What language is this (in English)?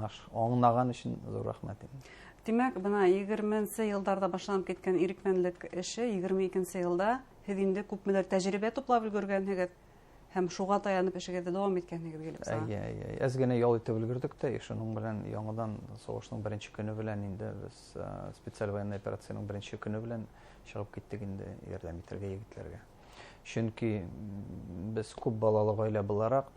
Bashkir